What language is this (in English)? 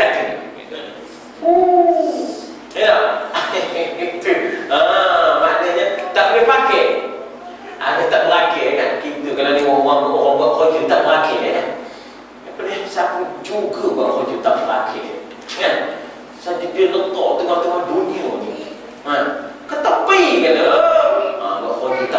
Malay